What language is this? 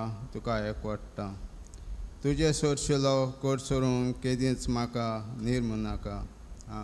Konkani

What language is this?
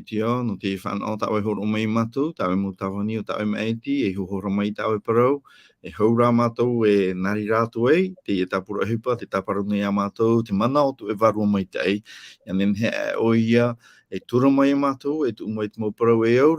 Tahitian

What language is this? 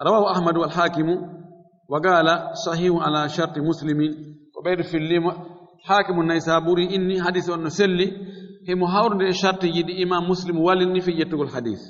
Fula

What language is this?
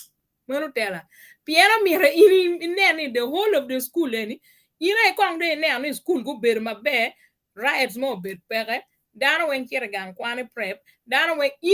Acoli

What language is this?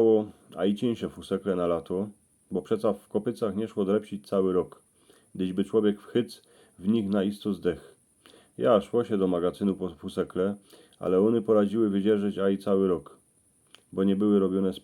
Silesian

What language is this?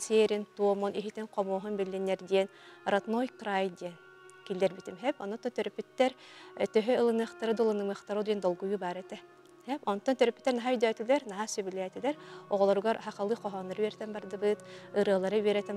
Yakut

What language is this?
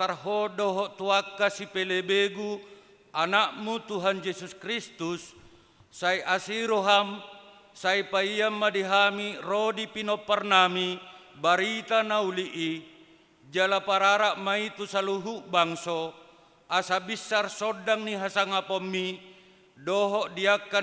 Batak Toba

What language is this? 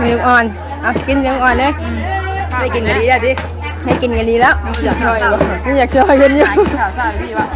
Northeastern Thai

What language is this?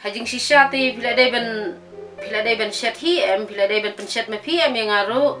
Khasi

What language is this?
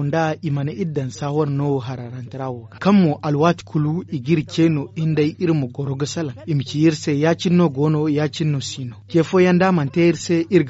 Zarma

